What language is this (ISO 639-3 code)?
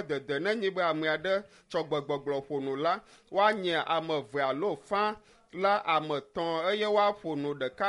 ewe